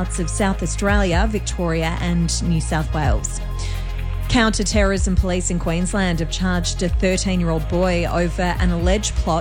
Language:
English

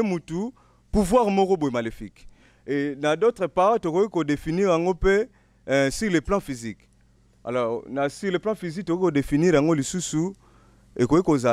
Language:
Lingala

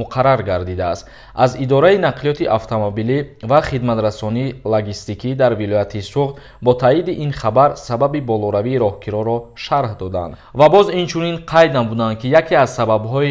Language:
Tajik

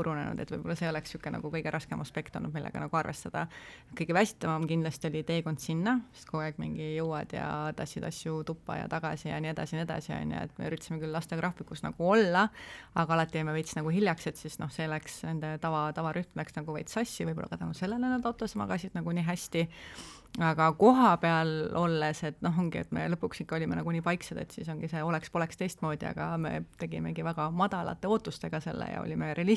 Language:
Estonian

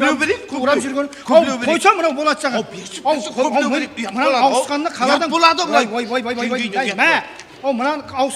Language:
Kara-Kalpak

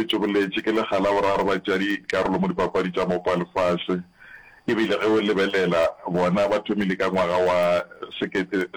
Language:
Northern Sotho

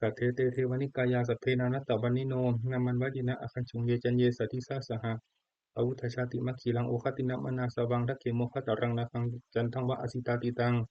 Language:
Pali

